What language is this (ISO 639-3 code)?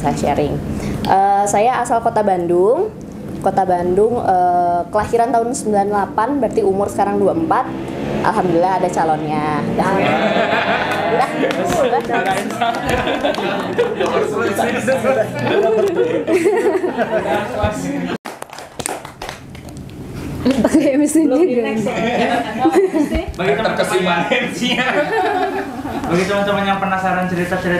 ind